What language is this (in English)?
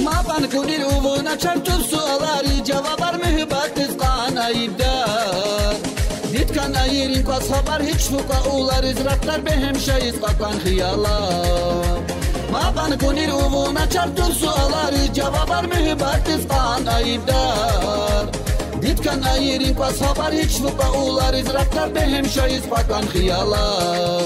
Tabassaran